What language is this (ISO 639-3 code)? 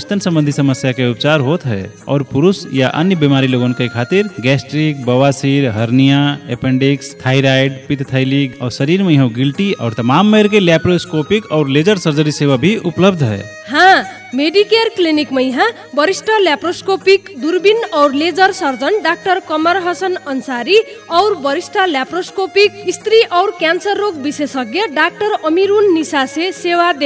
bho